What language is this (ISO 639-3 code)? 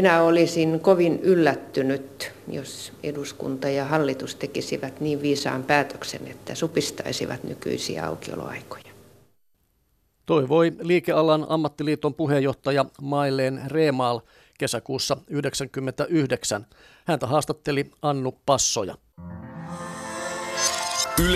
fin